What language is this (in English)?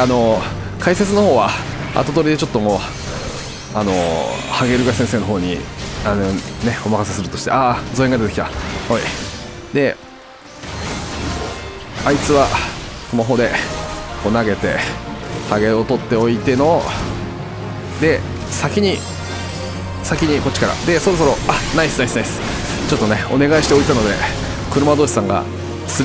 Japanese